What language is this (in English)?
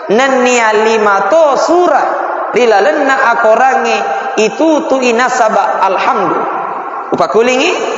Buginese